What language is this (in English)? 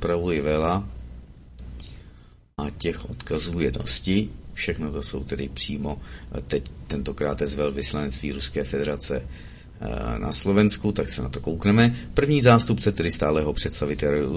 Czech